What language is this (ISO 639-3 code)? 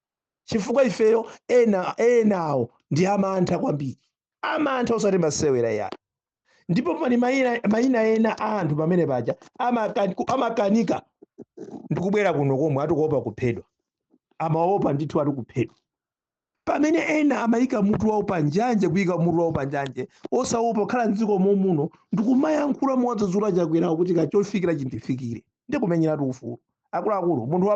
nya